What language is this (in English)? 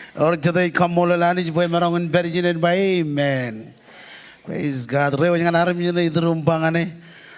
Marshallese